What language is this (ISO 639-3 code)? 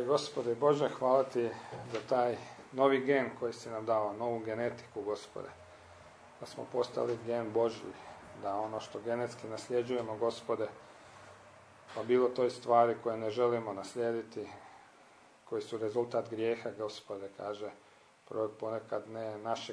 hrv